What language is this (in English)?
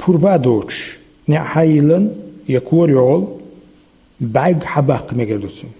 Chechen